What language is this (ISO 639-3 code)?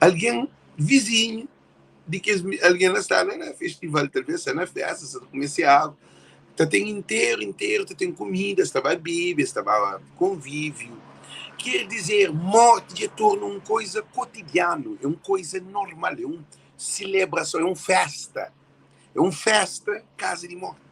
kea